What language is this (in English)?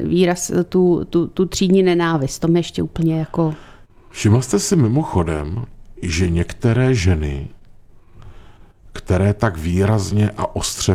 Czech